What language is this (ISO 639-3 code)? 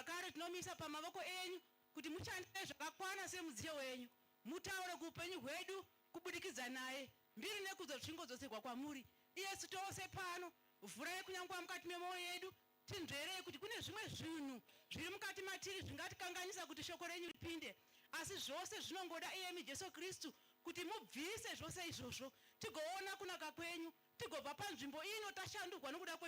sna